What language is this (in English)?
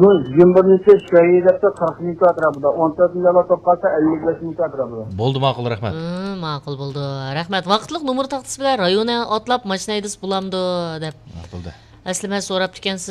Uyghur